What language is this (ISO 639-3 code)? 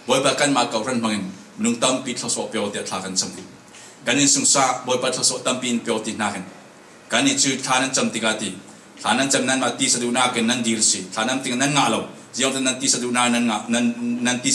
cfm